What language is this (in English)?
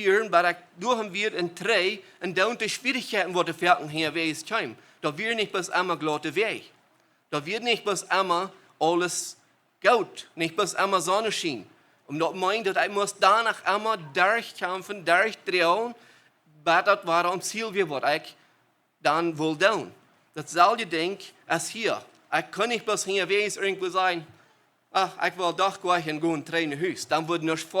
Plautdietsch